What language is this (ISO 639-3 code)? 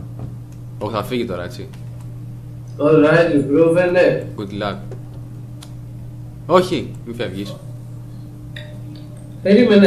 ell